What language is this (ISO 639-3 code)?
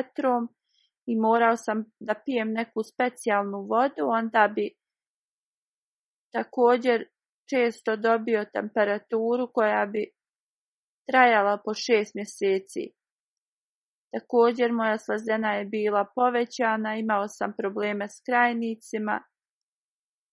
bos